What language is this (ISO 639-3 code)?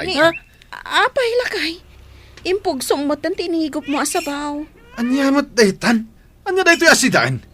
ilo